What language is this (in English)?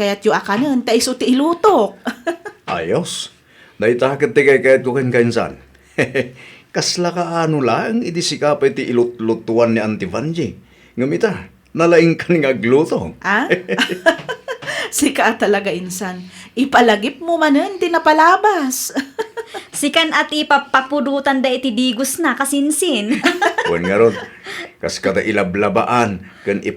Iloko